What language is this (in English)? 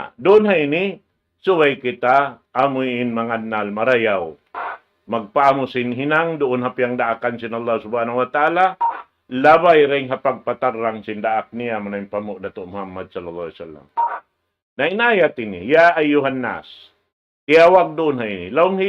Tausug